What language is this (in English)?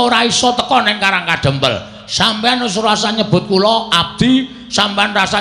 Javanese